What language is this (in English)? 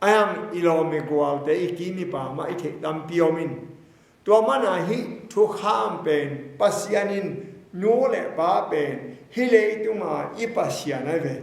Tedim Chin